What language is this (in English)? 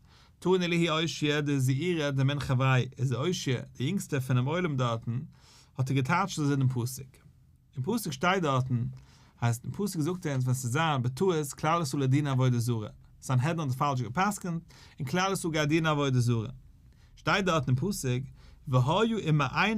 Yiddish